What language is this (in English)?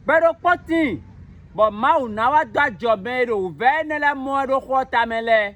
Fon